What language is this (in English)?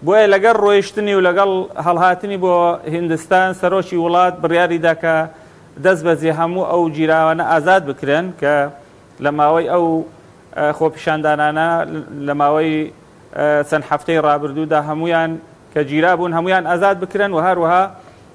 Central Kurdish